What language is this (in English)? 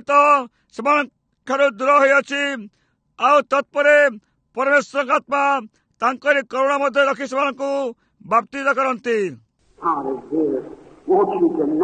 Odia